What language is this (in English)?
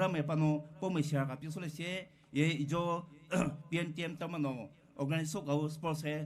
Poumei Naga